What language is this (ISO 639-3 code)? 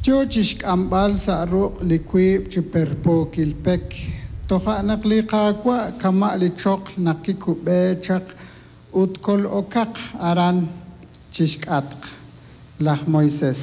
kek